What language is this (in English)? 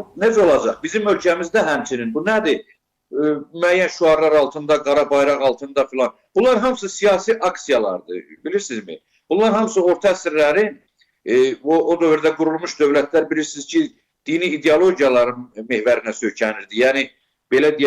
Azerbaijani